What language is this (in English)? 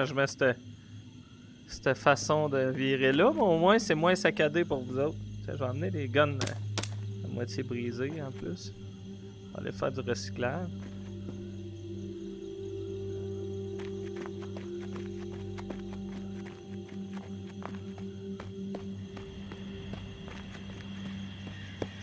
French